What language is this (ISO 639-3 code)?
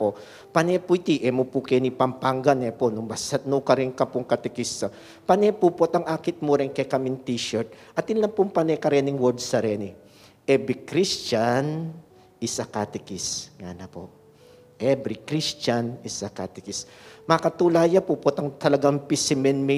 pam